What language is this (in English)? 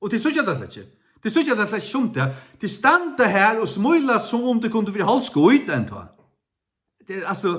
Faroese